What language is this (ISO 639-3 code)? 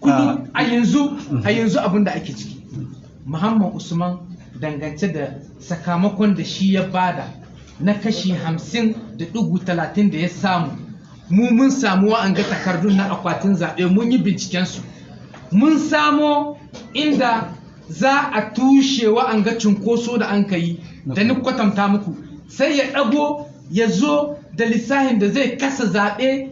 hau